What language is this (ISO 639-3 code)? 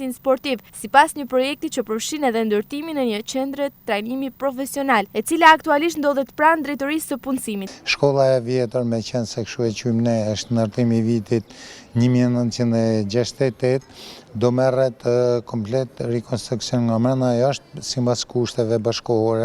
sqi